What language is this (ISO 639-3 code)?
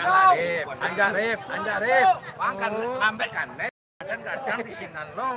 min